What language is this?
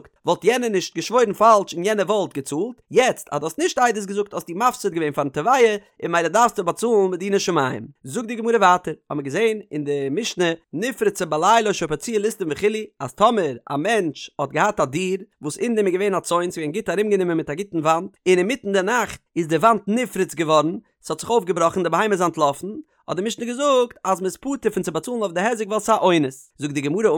Yiddish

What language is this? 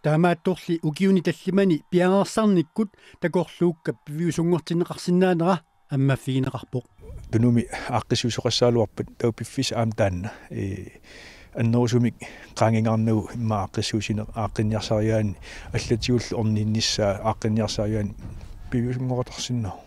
Kalaallisut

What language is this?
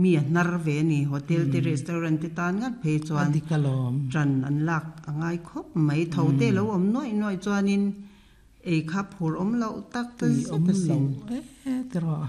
Mizo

